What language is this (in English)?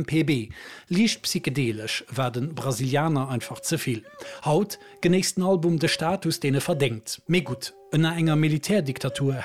Luxembourgish